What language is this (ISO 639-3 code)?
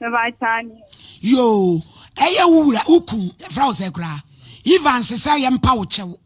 aka